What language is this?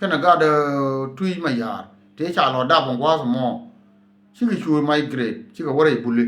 Nuer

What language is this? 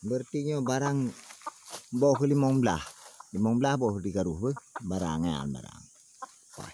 Achinese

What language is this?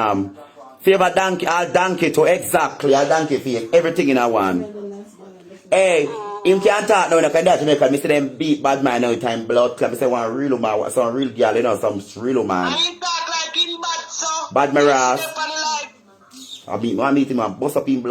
Jamaican Creole English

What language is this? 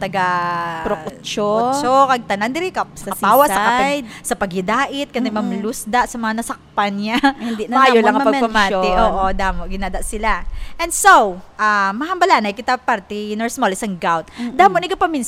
Hiligaynon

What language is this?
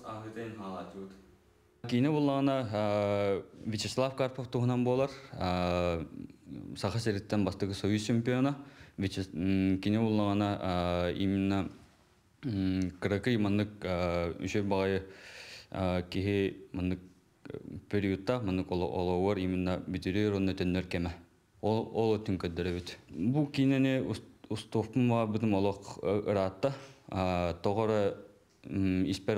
Yakut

